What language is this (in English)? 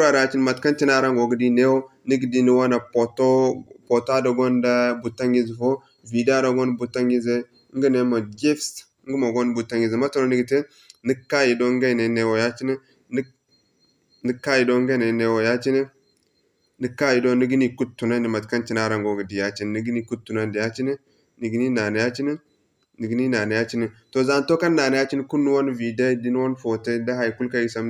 Zarma